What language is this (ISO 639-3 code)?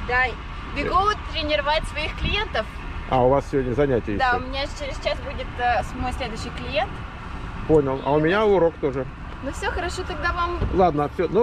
rus